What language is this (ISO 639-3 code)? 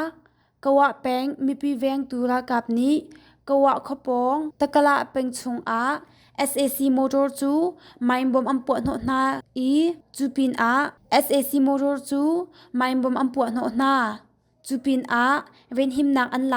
cnh